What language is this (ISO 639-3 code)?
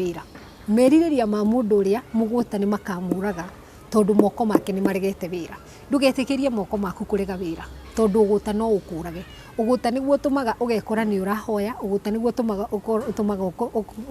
kik